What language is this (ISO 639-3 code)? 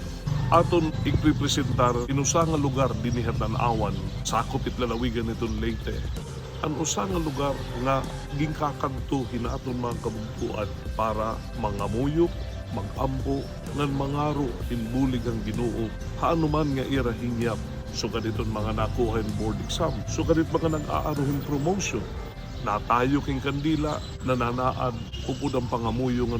war